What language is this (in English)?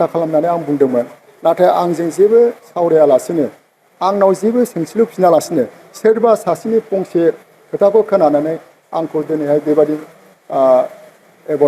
Bodo